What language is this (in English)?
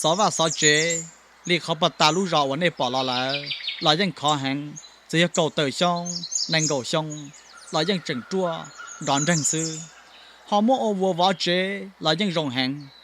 Hmong